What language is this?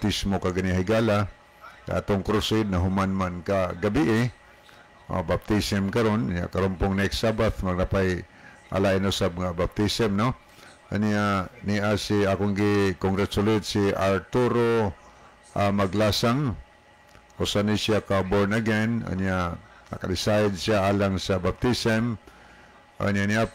Cebuano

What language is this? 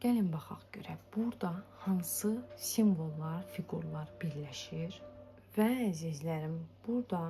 Azerbaijani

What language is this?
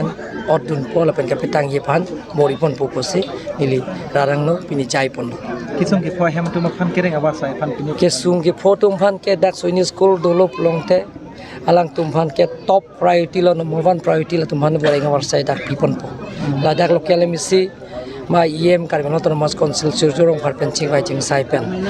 Karbi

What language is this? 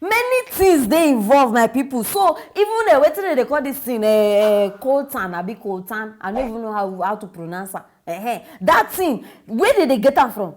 Nigerian Pidgin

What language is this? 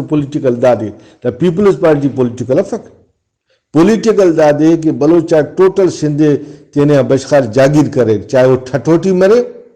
Brahui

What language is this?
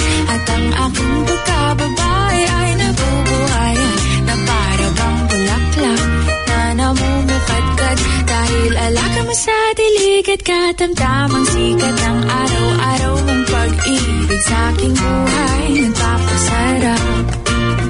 Filipino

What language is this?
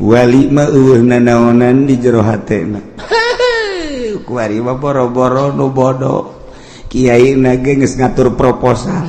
Sundanese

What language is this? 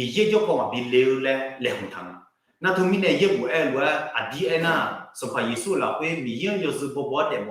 Akha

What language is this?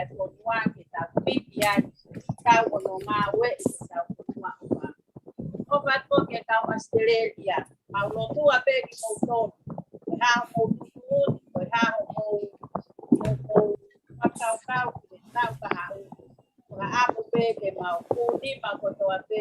Tongan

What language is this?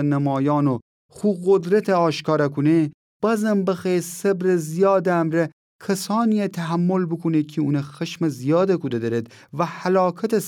Gilaki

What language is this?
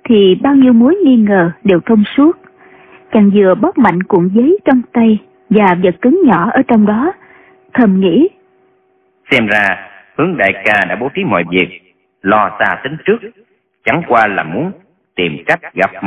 Vietnamese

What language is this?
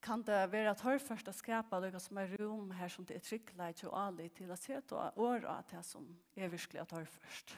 Faroese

